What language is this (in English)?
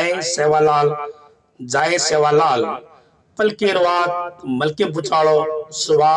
Lambadi